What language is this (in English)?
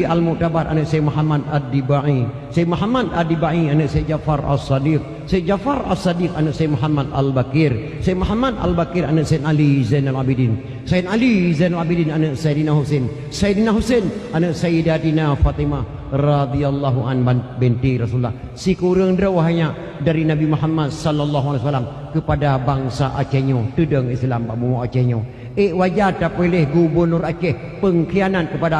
Achinese